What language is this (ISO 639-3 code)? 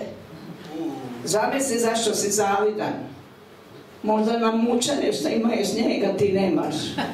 hrv